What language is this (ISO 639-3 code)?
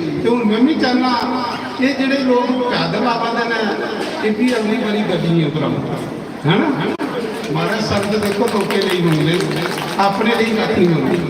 doi